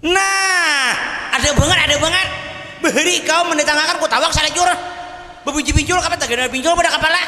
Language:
Banjar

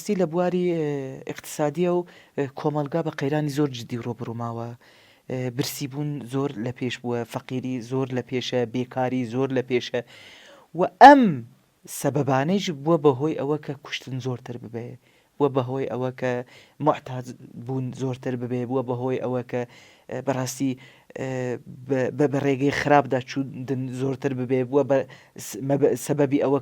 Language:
Central Kurdish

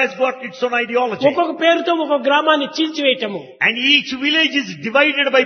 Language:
Telugu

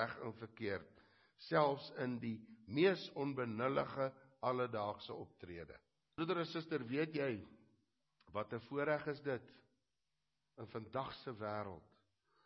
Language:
Afrikaans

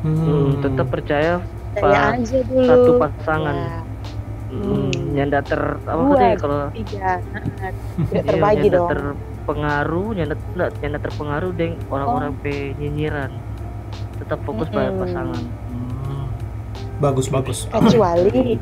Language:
Manado Malay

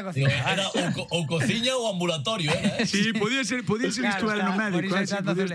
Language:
Galician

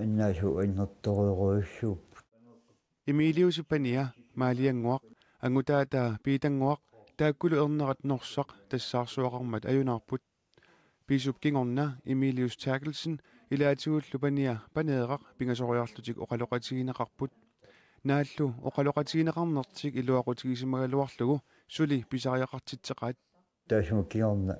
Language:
Kalaallisut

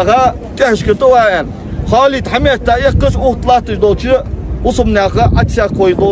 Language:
Ingush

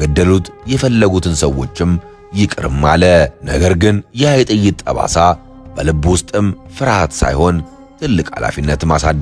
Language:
Amharic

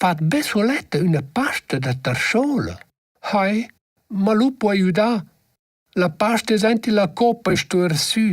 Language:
Romansh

